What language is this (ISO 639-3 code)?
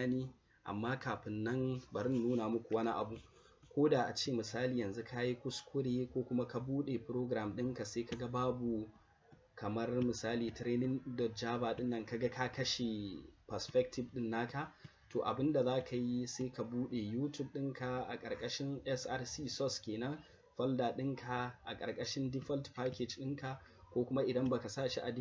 hau